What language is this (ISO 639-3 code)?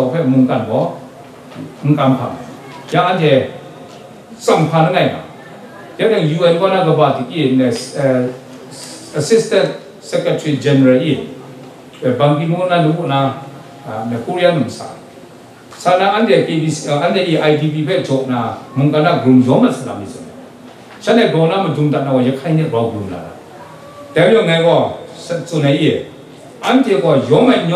kac